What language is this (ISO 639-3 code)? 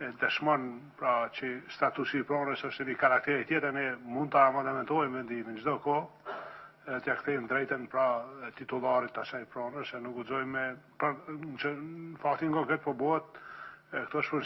sqi